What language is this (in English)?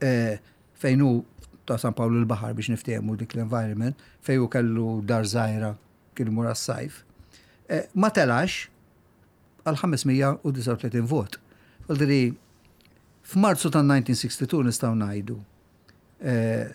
Maltese